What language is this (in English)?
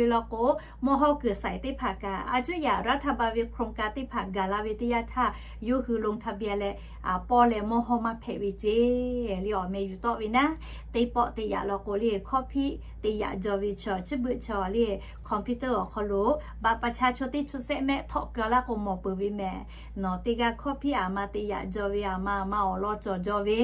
Lahu